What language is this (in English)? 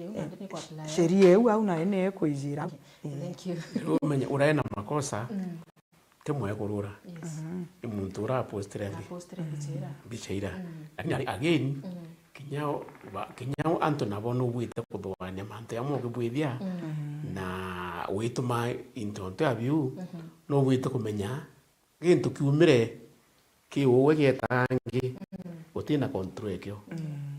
Meru